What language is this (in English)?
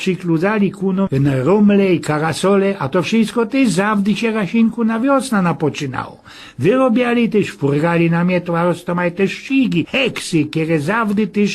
Silesian